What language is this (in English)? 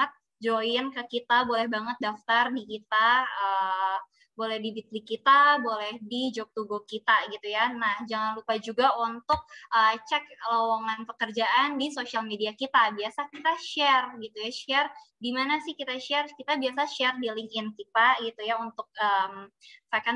Indonesian